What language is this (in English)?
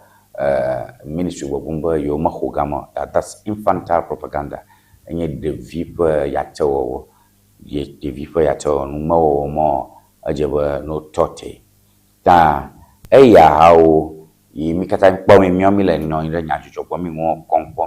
Ewe